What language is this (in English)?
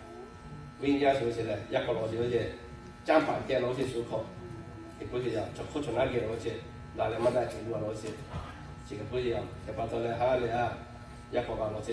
Lahu